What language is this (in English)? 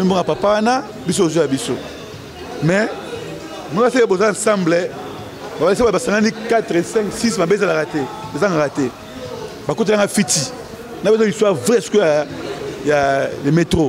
Lingala